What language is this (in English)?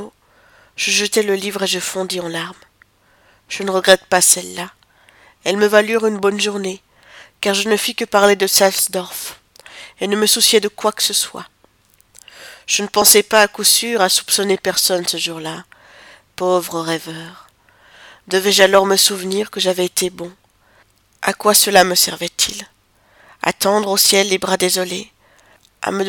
French